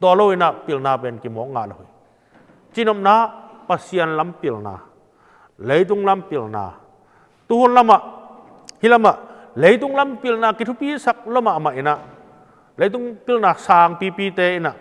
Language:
Tedim Chin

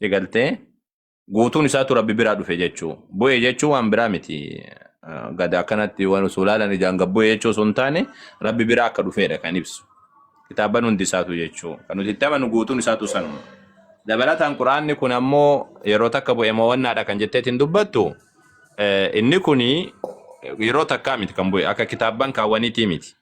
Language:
Oromo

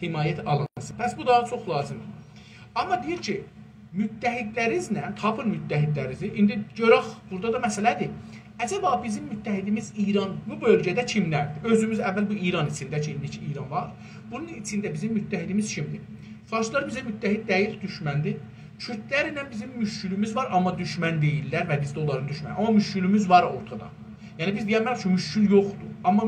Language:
South Azerbaijani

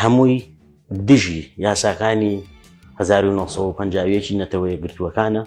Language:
Central Kurdish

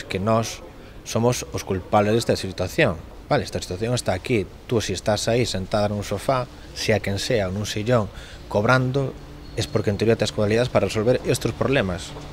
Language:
Galician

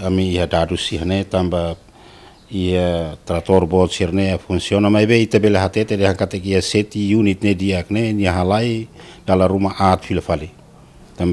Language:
Tetum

